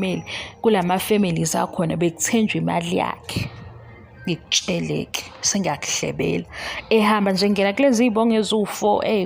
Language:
Zulu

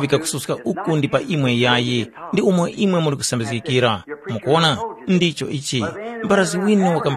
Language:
Tumbuka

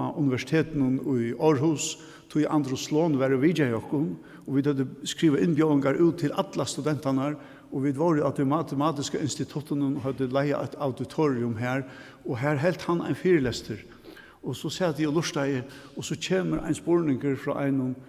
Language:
Faroese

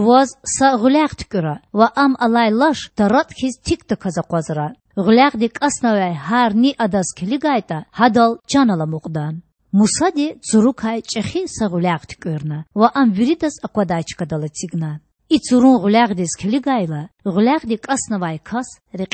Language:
Lezghian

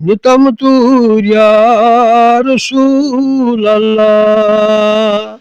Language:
Kashmiri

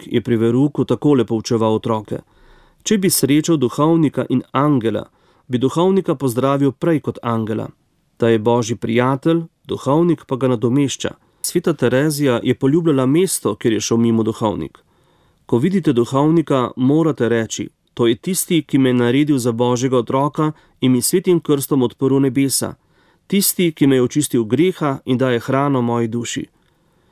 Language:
Slovenian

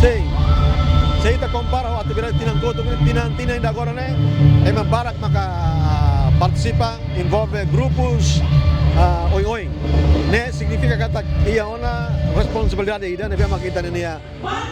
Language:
Tetum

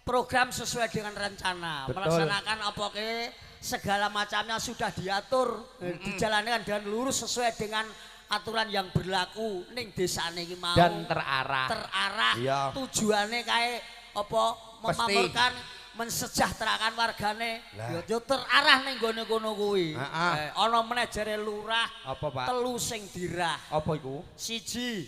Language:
Javanese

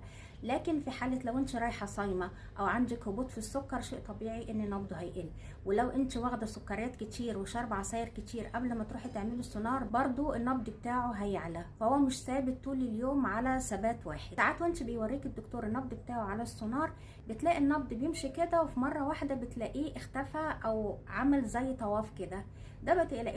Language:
Egyptian Arabic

